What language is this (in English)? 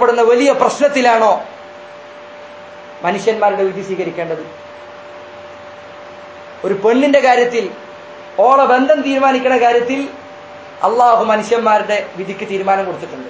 Malayalam